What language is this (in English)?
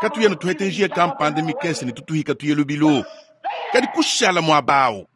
Luba-Lulua